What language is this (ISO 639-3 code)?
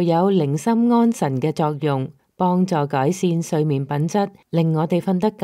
yue